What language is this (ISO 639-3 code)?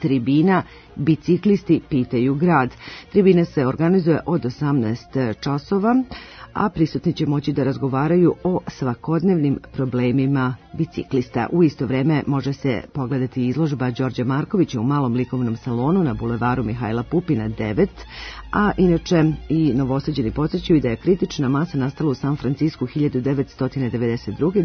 srp